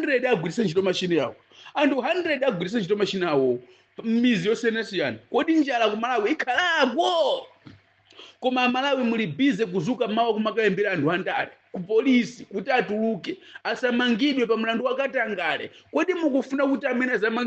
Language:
Nyanja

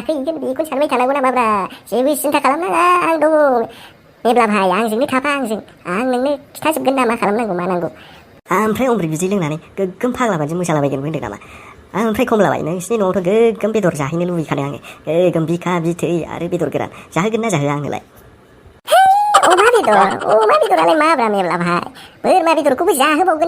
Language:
Bodo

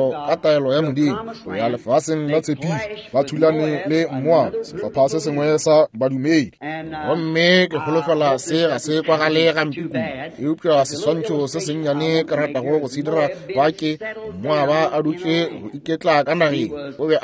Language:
Northern Sotho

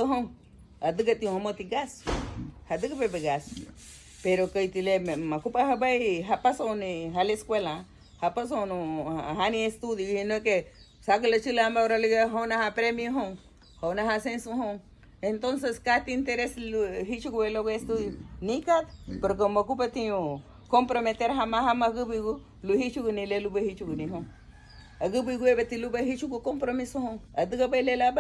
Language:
Garifuna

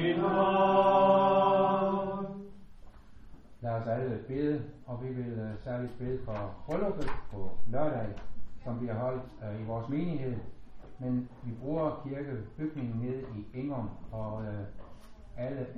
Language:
Danish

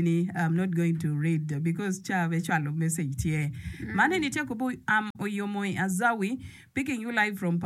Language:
Acoli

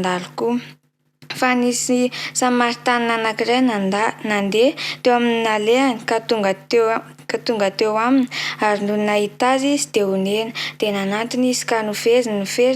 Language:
Malagasy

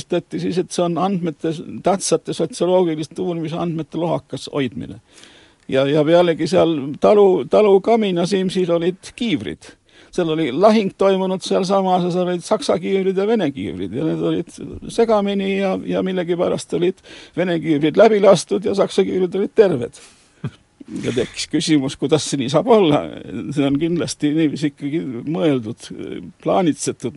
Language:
Estonian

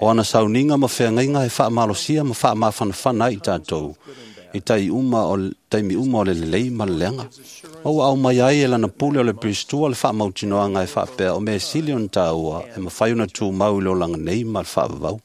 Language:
Samoan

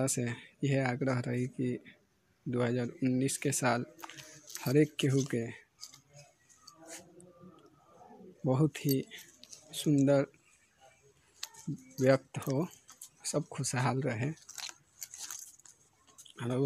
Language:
Bhojpuri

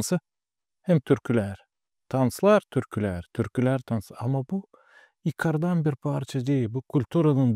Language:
Gagauz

